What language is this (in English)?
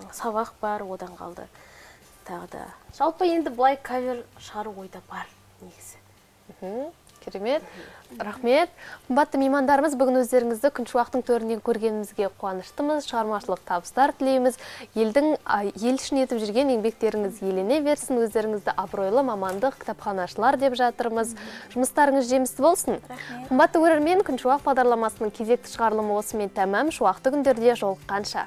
Kazakh